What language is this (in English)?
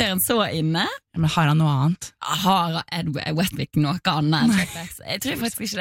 Norwegian